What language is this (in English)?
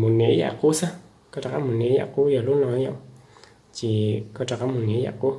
Hmong